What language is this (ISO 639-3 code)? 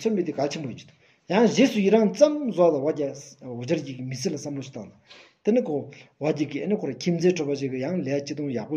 sbu